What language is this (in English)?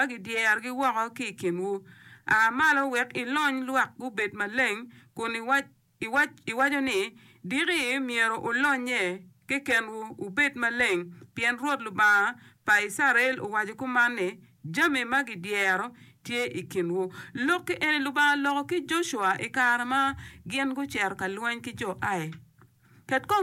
Acoli